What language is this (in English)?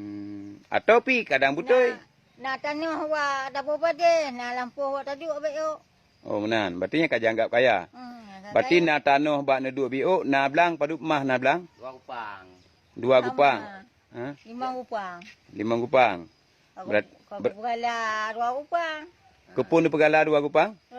Achinese